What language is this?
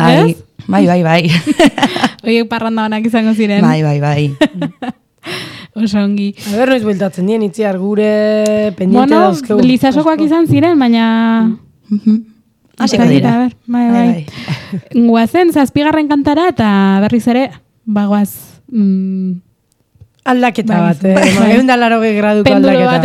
Basque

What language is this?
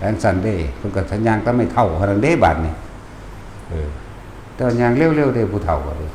Northeastern Thai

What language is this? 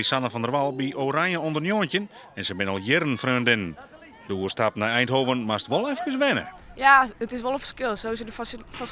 Western Frisian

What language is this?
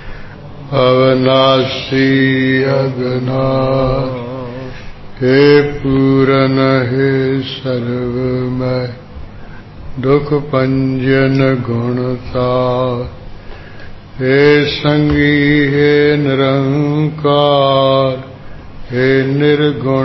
Punjabi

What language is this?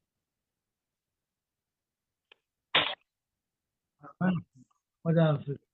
Persian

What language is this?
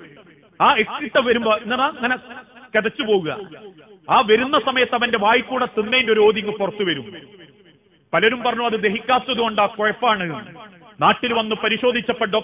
Malayalam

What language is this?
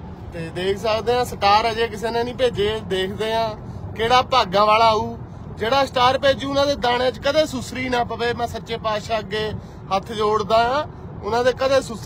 Punjabi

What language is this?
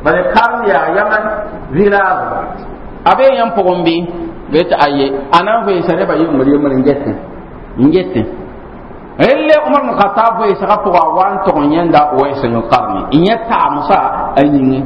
Mossi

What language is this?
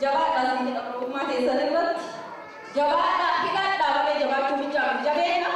Oromo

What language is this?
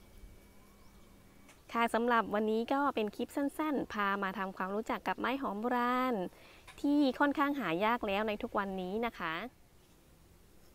Thai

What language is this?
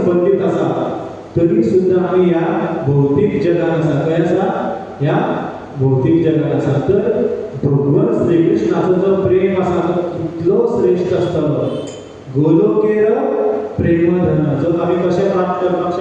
Konkani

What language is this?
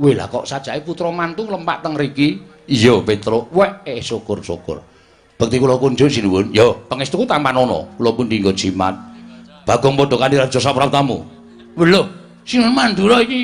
Javanese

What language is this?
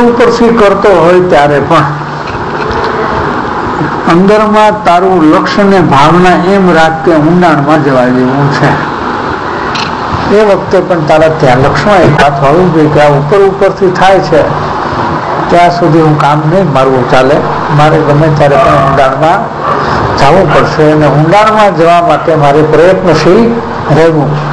Gujarati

